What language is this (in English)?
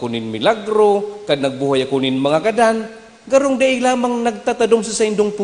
Bikol